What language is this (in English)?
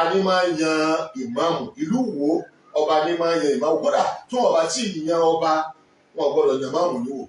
Yoruba